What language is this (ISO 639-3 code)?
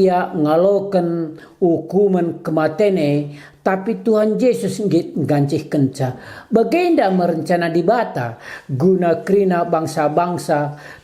btx